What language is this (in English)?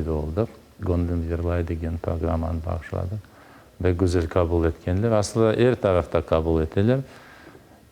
Crimean Tatar